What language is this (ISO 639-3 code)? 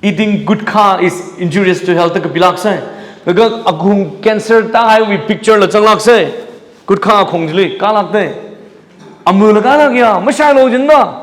nmf